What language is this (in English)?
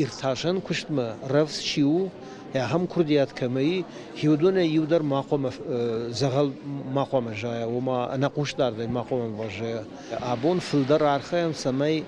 Ossetic